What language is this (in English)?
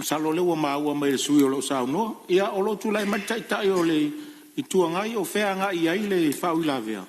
Samoan